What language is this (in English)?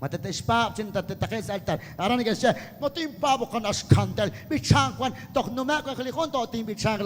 Kekchí